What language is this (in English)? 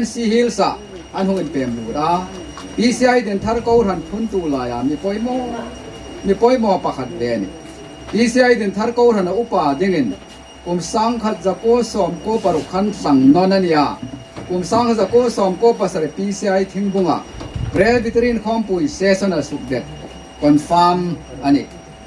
Hmar